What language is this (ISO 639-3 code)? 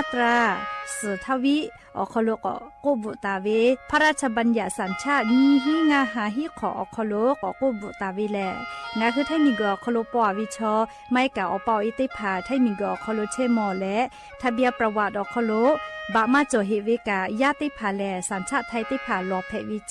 lhu